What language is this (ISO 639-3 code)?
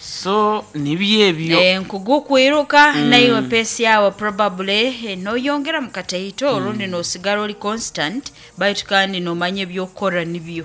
nyo